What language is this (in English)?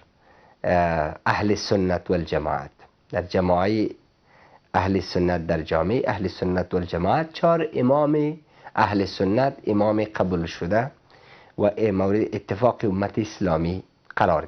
Persian